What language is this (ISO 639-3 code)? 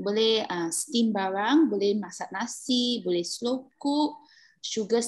msa